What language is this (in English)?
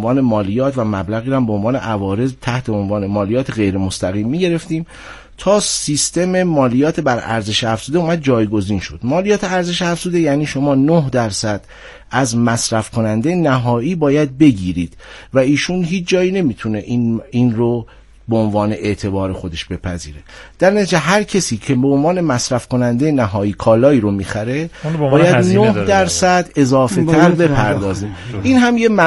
Persian